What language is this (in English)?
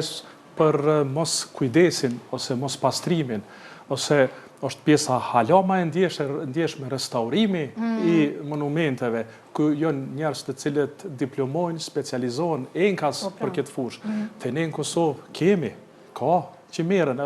Albanian